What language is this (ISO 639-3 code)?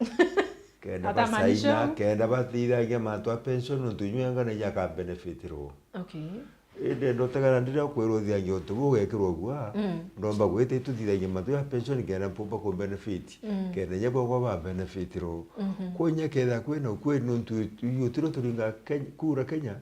mer